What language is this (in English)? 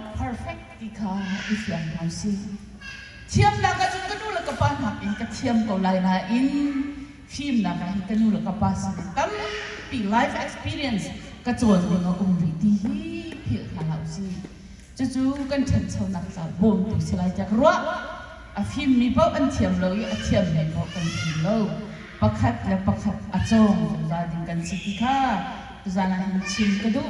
Hakha Chin